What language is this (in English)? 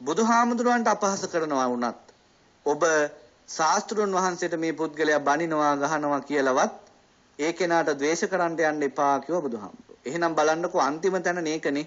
Sinhala